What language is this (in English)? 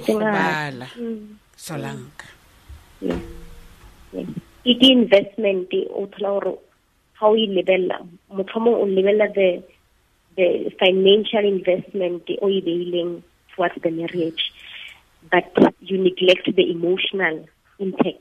Tswana